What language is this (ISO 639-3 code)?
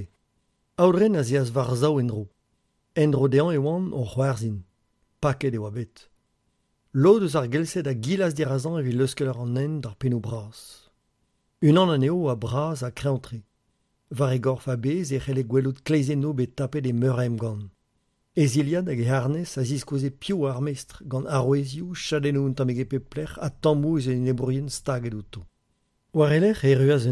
bre